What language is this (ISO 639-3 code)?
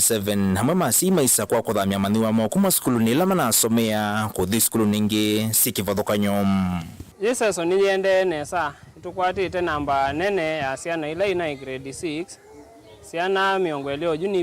kam